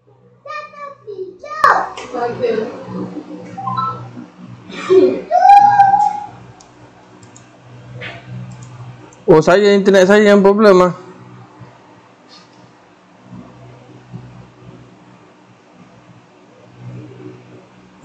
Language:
Malay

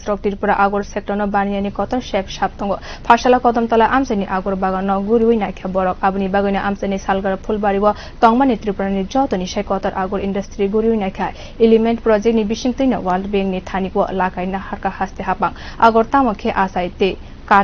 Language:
Kok Borok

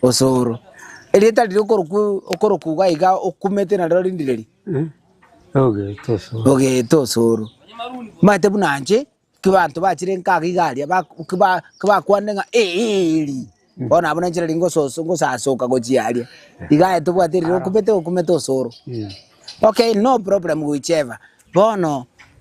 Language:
Gusii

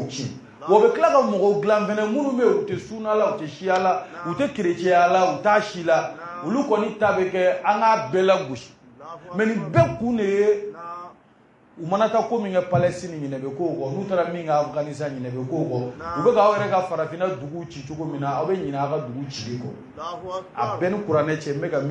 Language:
Bambara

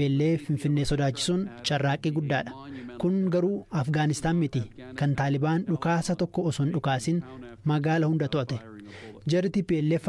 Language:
Oromo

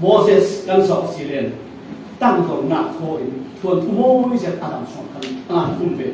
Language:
Falam Chin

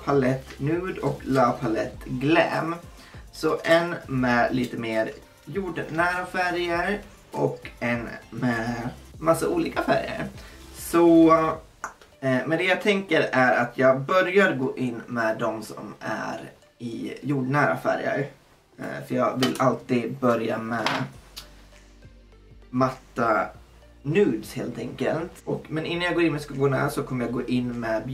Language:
Swedish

